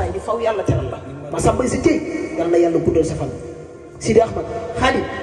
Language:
Wolof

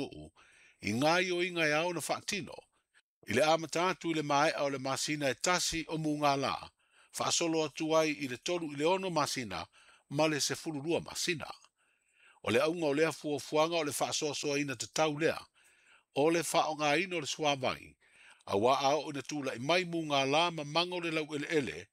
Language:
Samoan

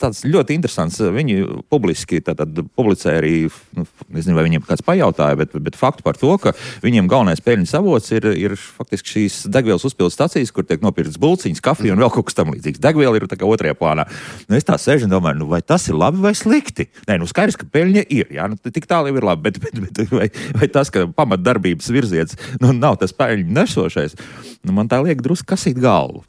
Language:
Latvian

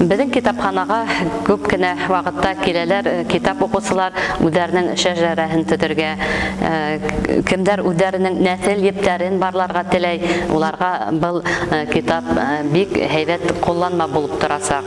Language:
Bashkir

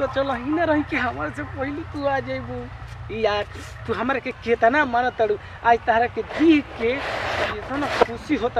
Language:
Bhojpuri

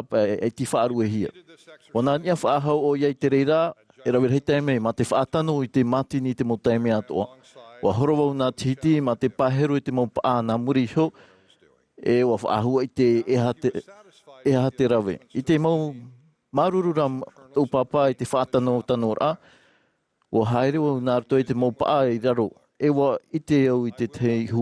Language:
Tahitian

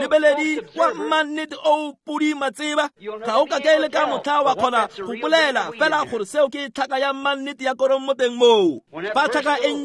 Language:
Tswana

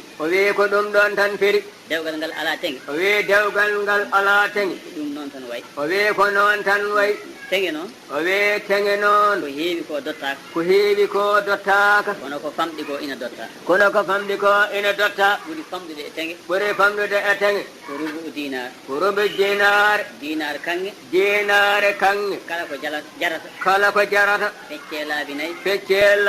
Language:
Fula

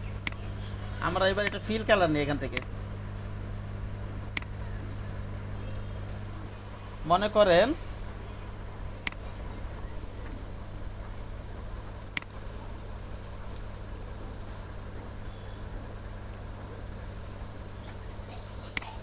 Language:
Bangla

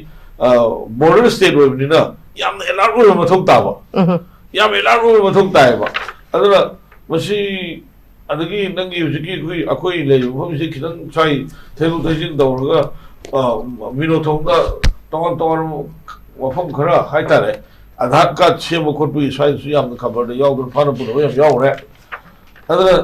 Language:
Manipuri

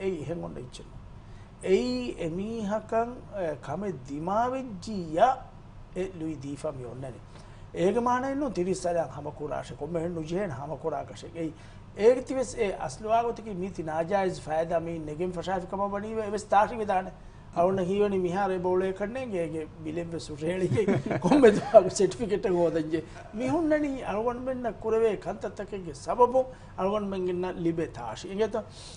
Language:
Divehi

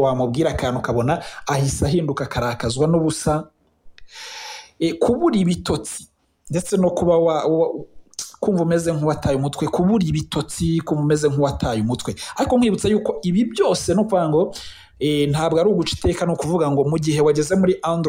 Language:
Kinyarwanda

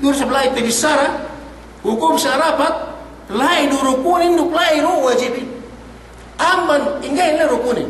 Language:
Yakan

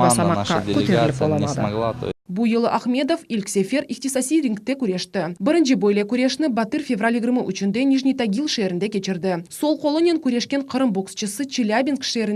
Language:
Crimean Tatar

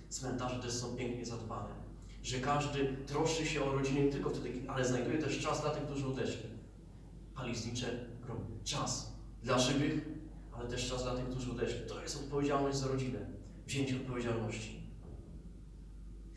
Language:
Polish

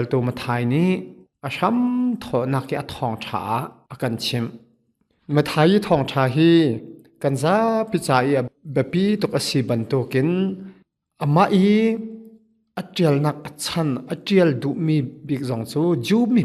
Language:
Hakha Chin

